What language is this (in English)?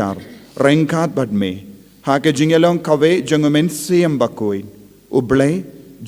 Khasi